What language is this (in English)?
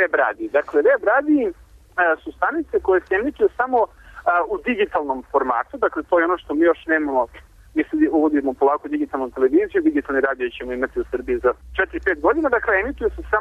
Serbian